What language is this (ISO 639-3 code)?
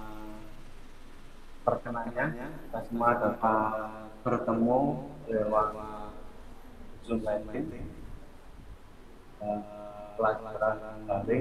ind